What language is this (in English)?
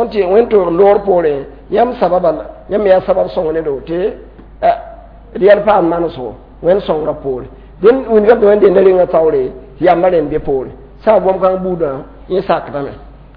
Mossi